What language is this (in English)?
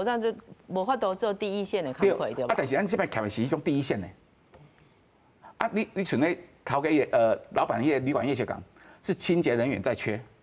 Min Nan Chinese